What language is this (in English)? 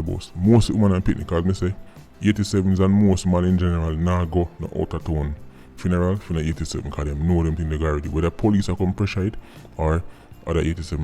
Jamaican Creole English